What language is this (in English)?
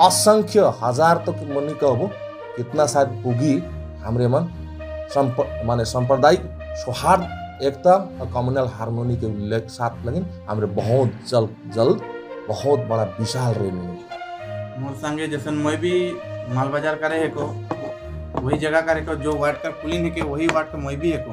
Sadri